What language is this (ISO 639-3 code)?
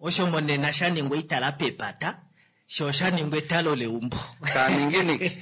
kua